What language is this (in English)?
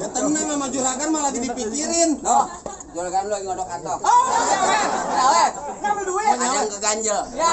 Betawi